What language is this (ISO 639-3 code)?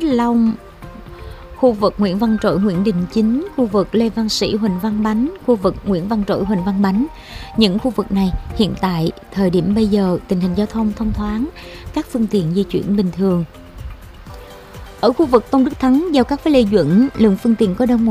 vie